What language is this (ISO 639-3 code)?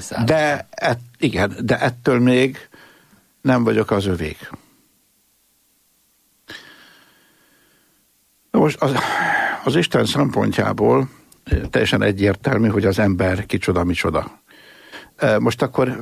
hun